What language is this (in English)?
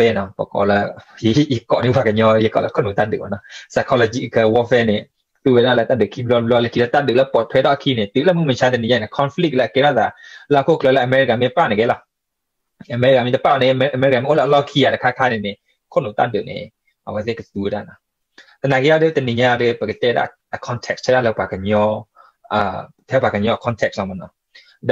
S'gaw Karen